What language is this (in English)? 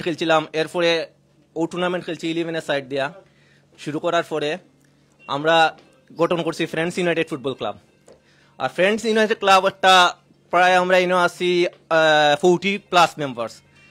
Sylheti